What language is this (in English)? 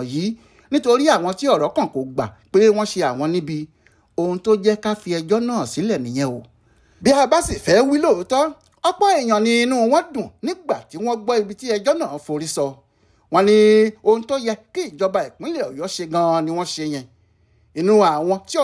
Yoruba